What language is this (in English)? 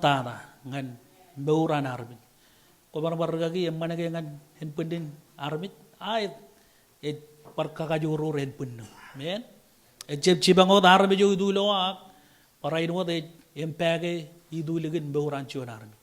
Marshallese